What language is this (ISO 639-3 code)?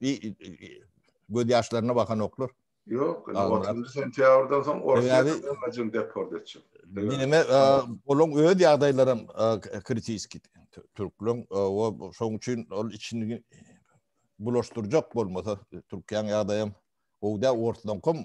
tuk